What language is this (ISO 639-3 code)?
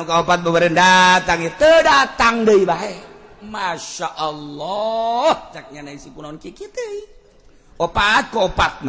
sun